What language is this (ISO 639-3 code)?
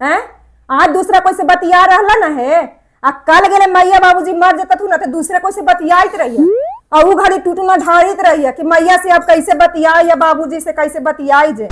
mag